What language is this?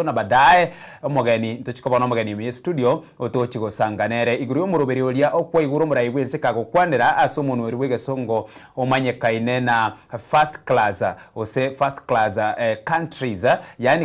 Gusii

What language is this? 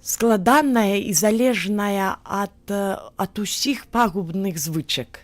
Belarusian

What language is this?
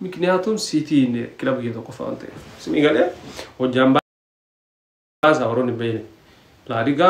Oromo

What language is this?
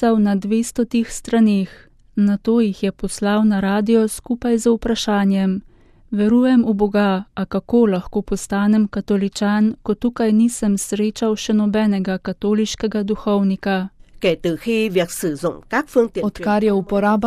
Slovenian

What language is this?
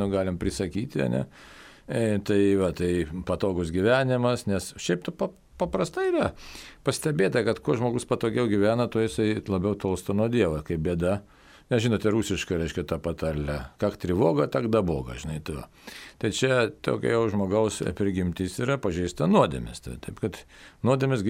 Lithuanian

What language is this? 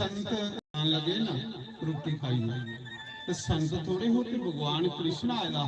Dogri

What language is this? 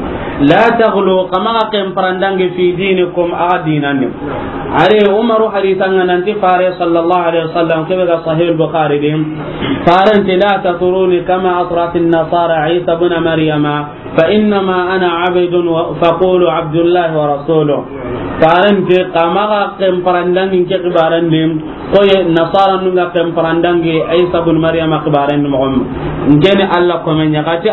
Soninke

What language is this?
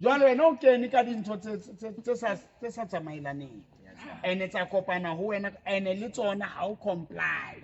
Southern Sotho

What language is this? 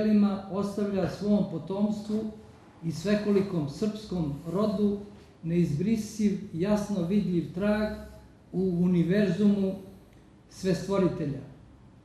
Serbian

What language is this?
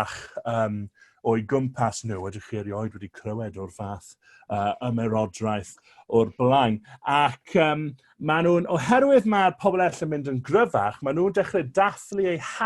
Welsh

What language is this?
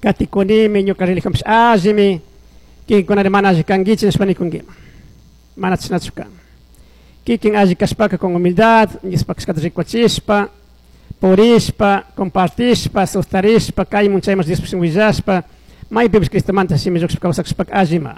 Chimborazo Highland Quichua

